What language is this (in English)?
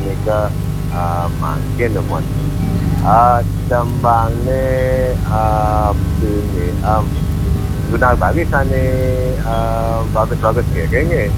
Balinese